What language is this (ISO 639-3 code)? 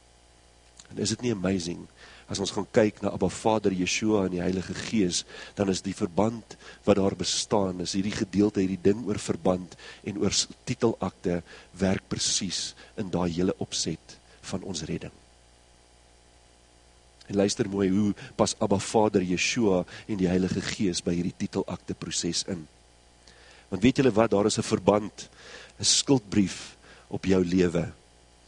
afr